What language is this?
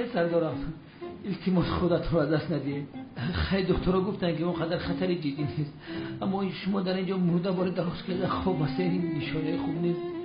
Tajik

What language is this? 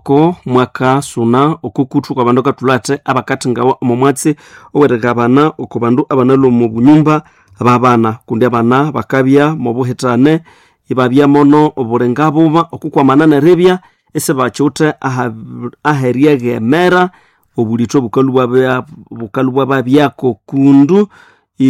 Nande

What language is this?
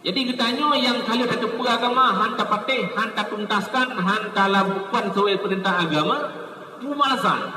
Achinese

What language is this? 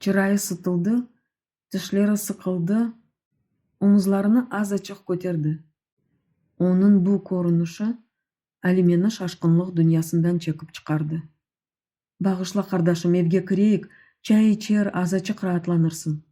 Crimean Tatar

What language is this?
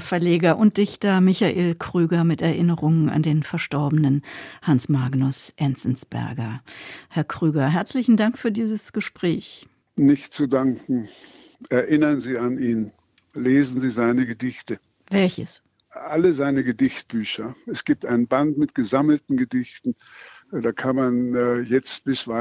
German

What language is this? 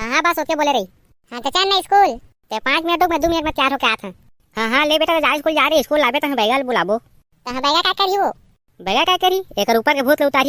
Chhattisgarhi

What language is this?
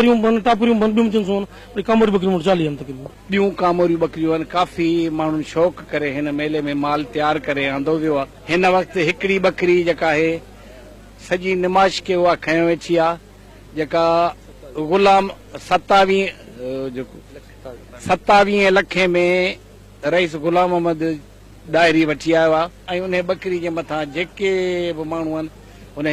Sindhi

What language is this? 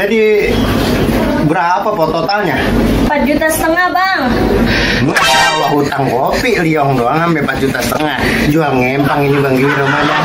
Betawi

